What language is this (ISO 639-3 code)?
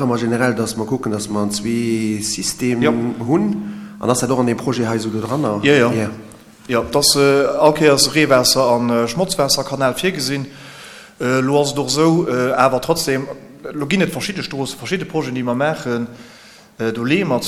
ltz